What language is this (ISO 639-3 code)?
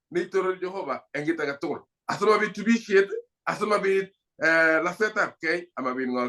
kln